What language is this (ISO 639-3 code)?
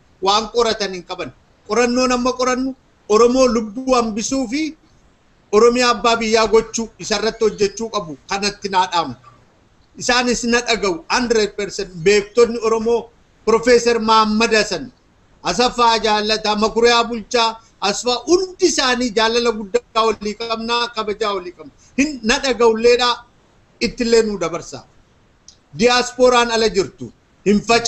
orm